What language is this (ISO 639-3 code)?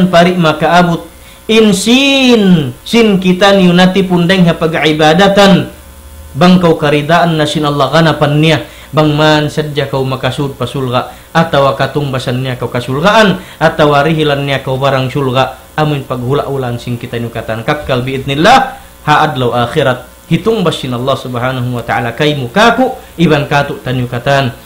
tsg